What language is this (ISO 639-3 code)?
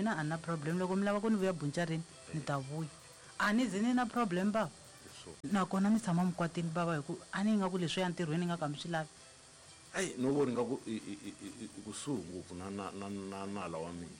tso